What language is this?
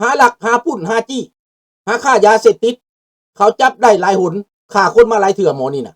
Lao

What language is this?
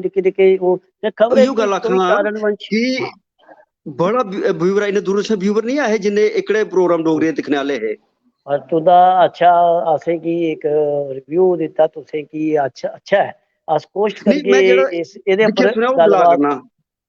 Dogri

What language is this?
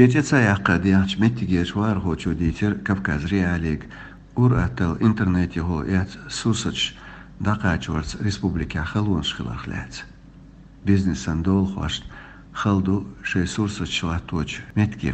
Chechen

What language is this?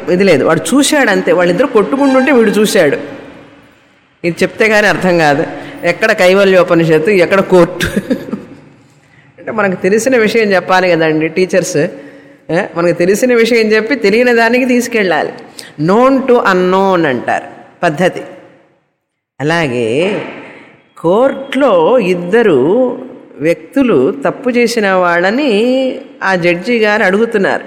Telugu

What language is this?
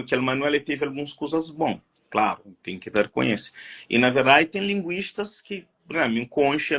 Kabuverdianu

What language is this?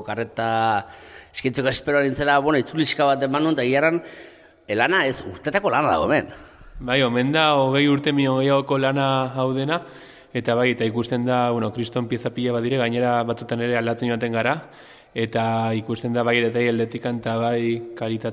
Basque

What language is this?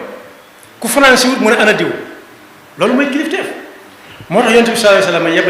Wolof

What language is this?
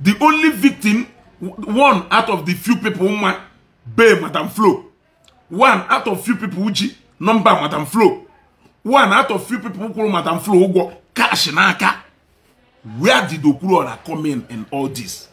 Igbo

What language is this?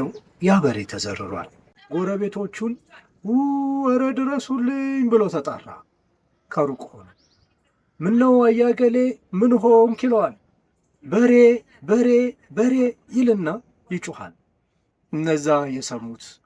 Amharic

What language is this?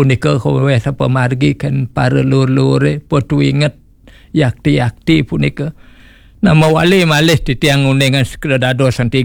Balinese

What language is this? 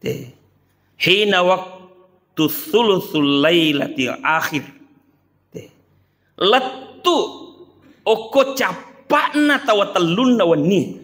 Buginese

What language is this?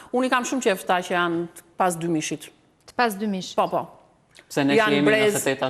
Albanian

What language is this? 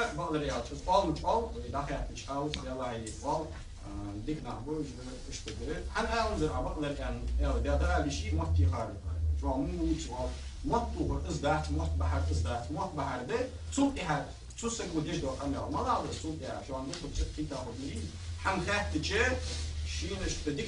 Ingush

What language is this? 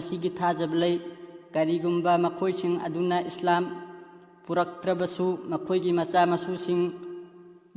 Manipuri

